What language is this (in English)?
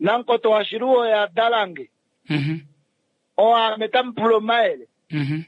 Kuanyama